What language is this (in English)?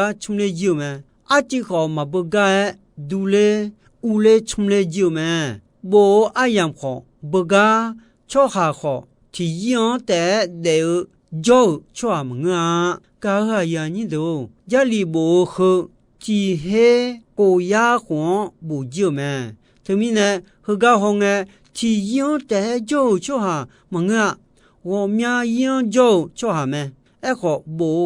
Akha